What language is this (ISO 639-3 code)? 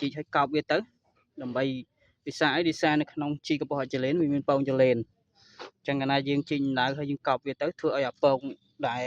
khm